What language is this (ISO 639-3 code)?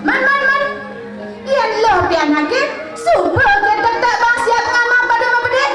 ban